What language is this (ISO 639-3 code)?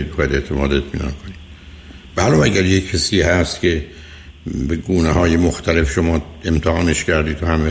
fas